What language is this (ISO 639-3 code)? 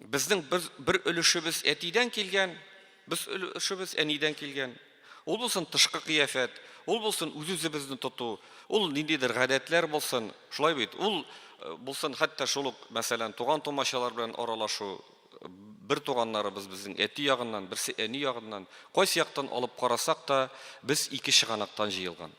tat